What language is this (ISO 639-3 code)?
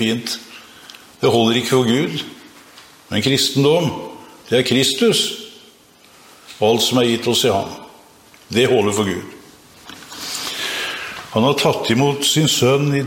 nor